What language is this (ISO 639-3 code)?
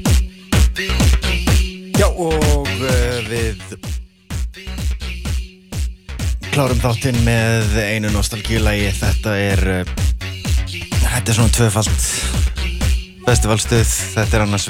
isl